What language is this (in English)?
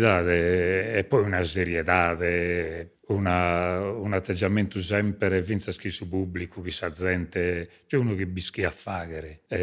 Sardinian